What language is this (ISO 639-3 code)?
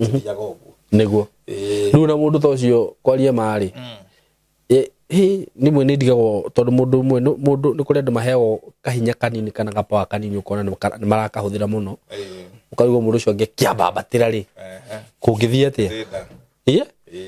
kik